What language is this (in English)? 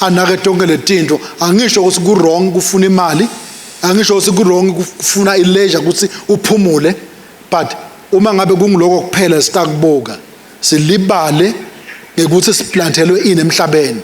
Swati